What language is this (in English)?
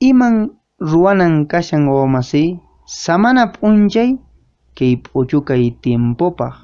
Quechua